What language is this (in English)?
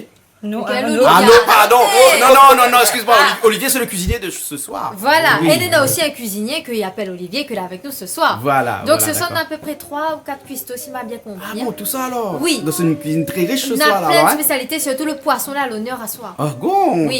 Réunion Creole French